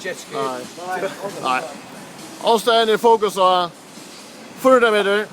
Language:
Faroese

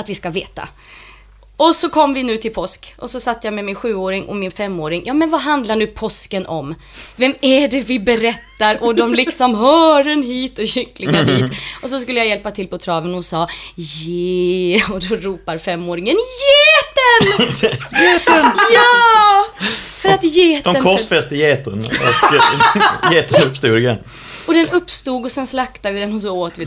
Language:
Swedish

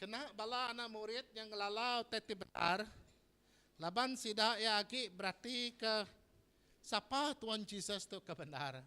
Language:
Iban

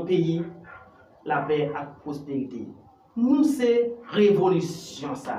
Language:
Haitian Creole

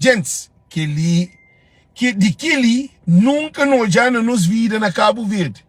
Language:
Kabuverdianu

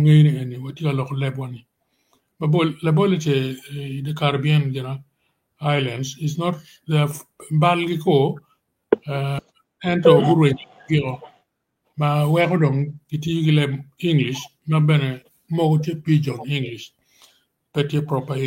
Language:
Acoli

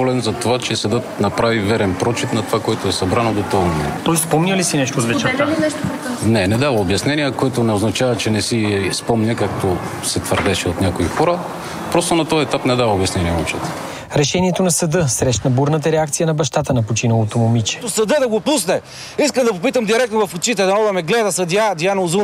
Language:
Bulgarian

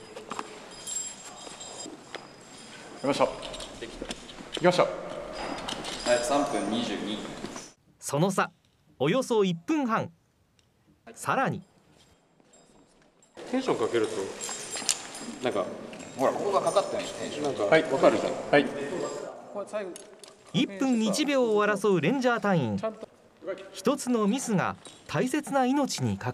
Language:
Japanese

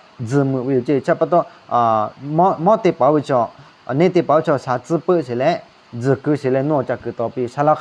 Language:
Lahu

